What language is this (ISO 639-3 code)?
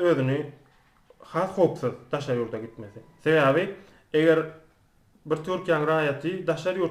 tuk